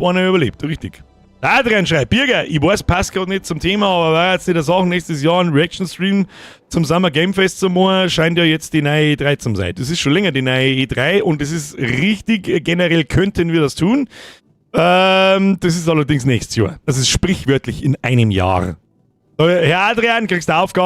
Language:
Bavarian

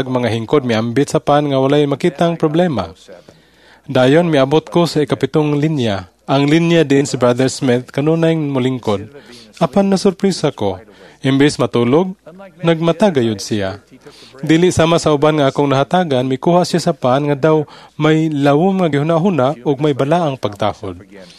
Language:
Cebuano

